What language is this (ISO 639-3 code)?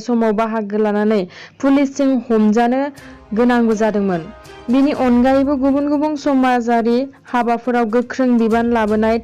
brx